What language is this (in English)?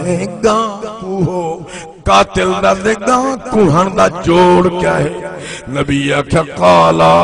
Saraiki